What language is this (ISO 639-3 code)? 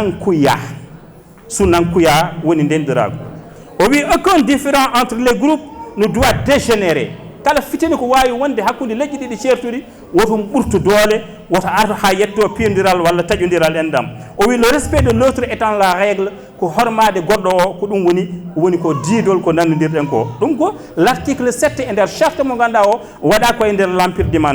ful